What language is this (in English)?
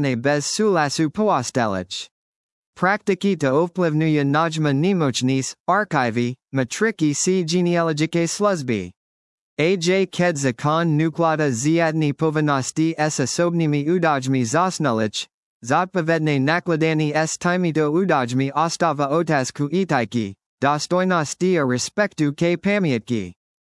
Slovak